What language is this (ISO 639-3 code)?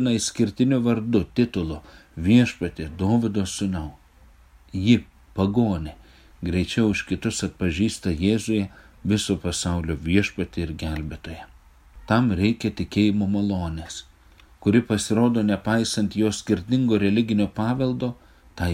lit